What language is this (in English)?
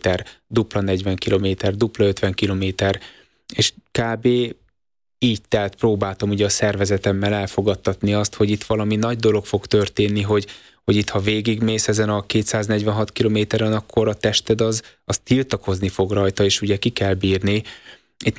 Hungarian